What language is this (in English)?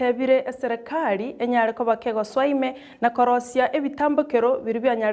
Gusii